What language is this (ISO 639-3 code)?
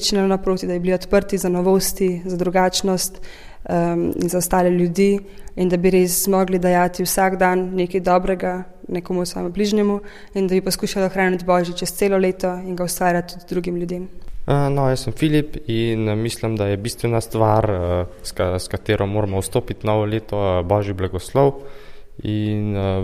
slv